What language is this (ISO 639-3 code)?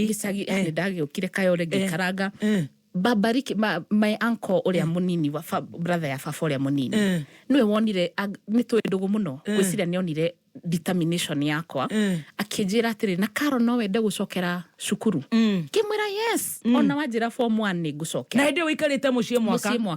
kik